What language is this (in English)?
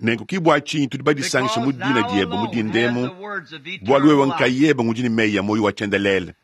Luba-Lulua